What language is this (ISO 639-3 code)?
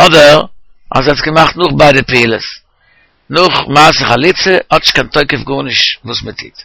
yid